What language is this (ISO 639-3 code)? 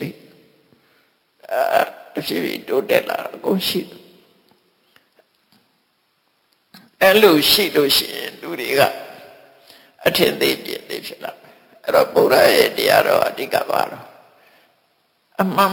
mya